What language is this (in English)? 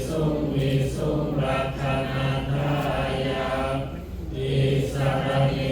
Pali